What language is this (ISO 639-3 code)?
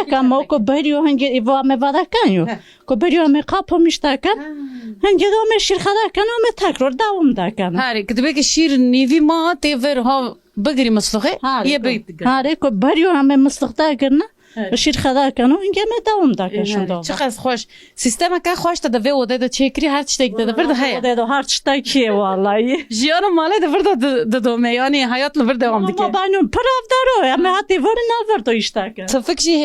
kur